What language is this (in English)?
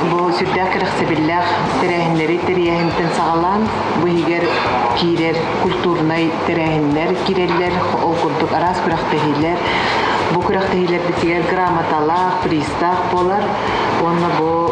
Yakut